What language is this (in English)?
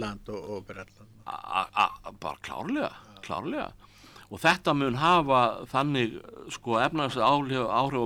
Icelandic